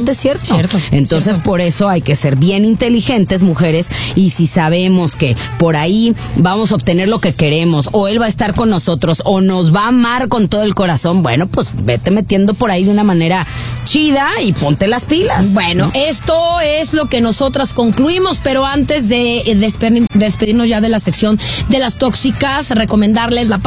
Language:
Spanish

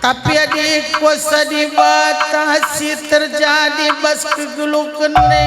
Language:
Batak Karo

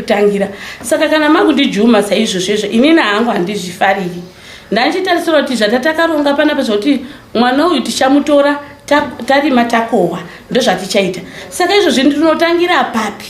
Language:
Shona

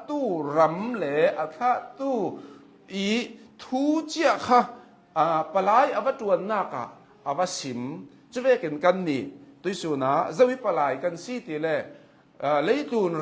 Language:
Hakha Chin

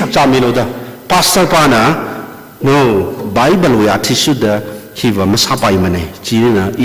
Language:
Tangkhul Naga (India)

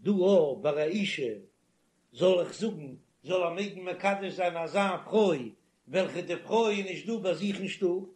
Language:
Yiddish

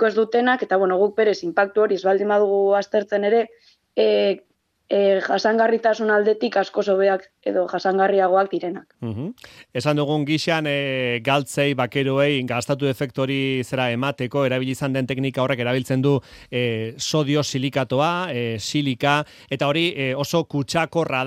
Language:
Basque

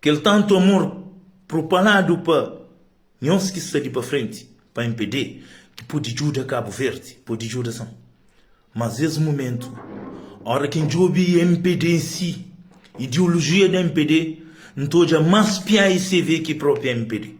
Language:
Kabuverdianu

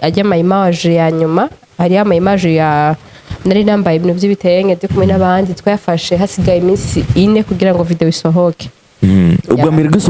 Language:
Rundi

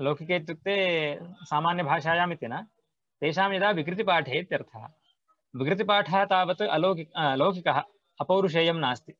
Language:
Sanskrit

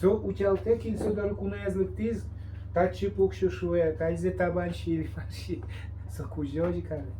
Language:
Udmurt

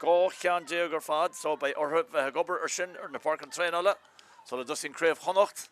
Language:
Irish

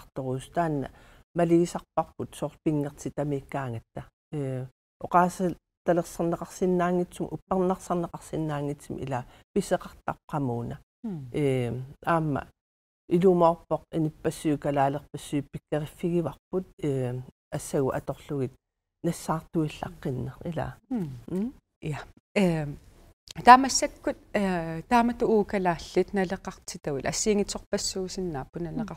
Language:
Kalaallisut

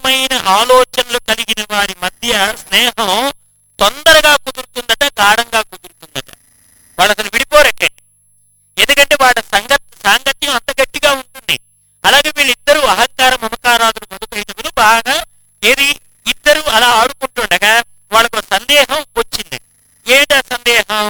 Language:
Telugu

